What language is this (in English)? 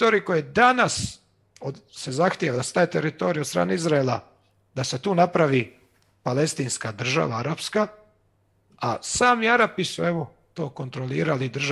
Croatian